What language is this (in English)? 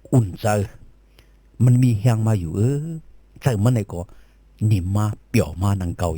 Shan